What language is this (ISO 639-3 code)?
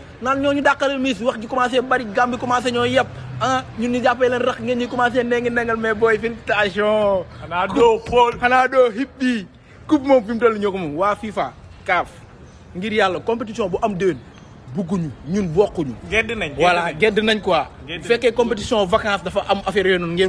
wol